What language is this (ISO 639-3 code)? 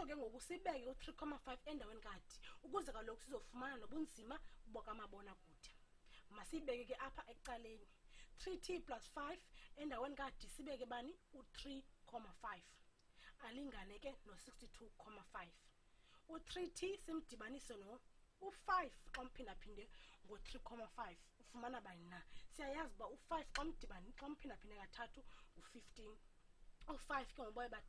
xho